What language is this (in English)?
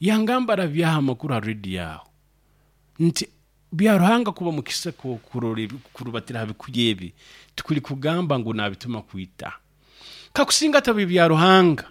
Nyoro